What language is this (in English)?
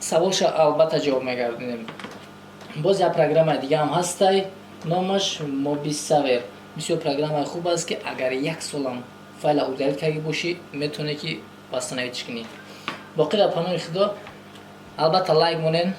Tajik